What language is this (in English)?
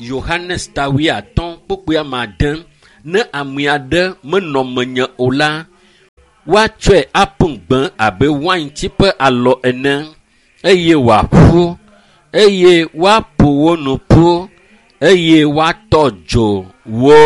Ewe